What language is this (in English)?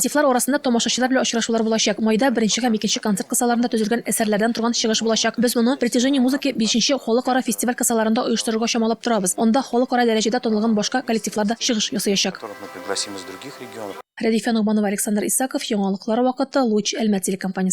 Tatar